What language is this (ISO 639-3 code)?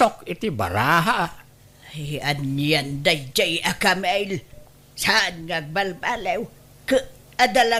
ilo